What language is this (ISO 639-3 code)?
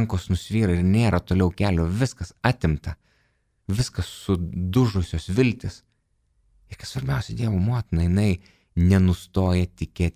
lit